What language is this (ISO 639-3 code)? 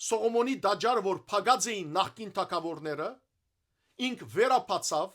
hyw